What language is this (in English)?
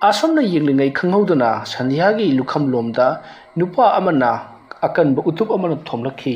Manipuri